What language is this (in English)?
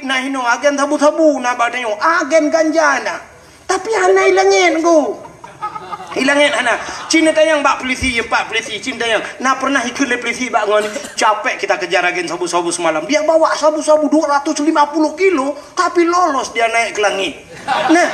Achinese